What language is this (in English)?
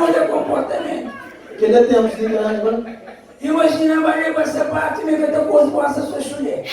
Kabuverdianu